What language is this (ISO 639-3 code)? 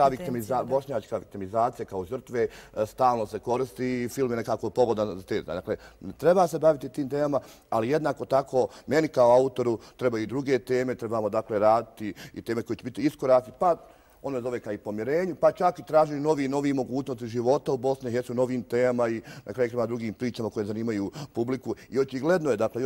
bos